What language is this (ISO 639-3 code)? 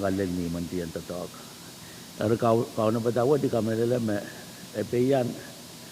pon